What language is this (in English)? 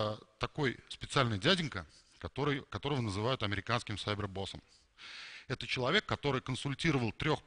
Russian